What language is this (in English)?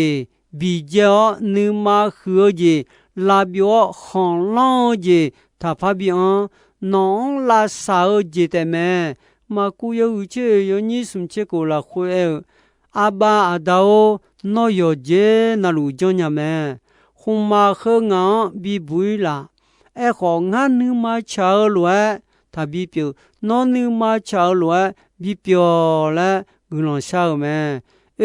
Akha